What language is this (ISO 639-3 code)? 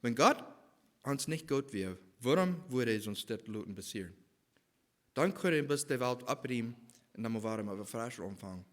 pdt